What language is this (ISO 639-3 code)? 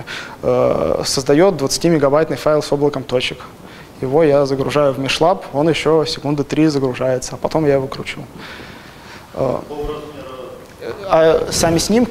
rus